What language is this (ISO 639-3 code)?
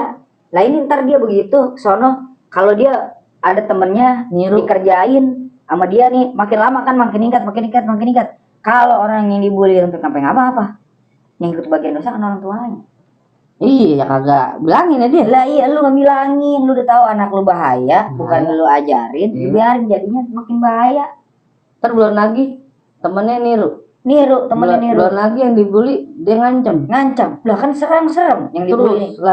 bew